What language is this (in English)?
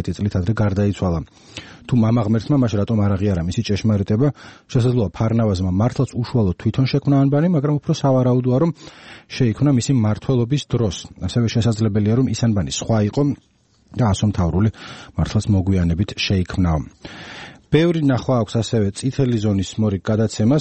Georgian